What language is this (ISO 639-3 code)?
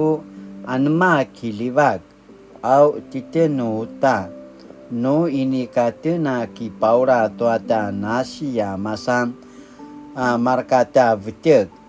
pwn